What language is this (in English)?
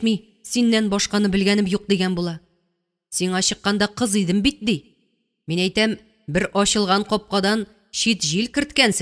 Tatar